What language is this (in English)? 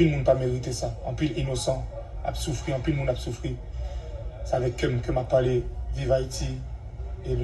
Haitian Creole